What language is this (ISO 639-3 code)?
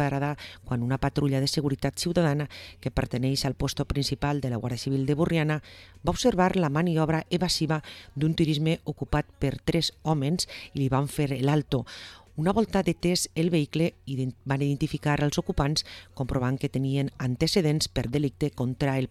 cat